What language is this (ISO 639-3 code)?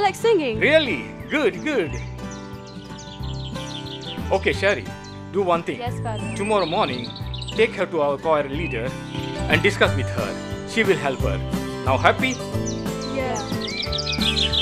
kok